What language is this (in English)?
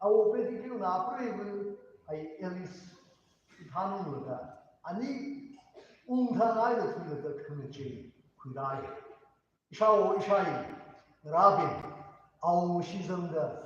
Tangkhul Naga (India)